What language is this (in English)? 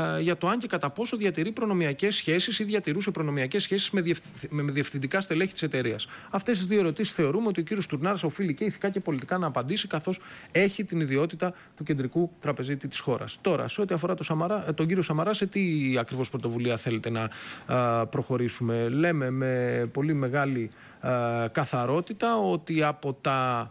Greek